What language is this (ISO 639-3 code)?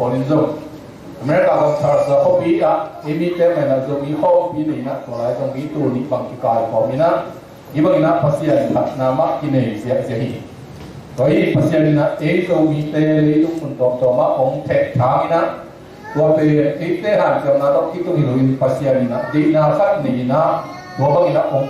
ctd